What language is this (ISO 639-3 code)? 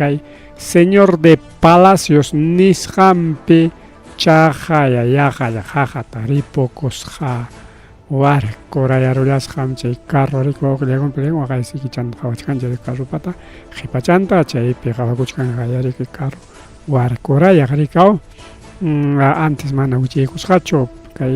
quy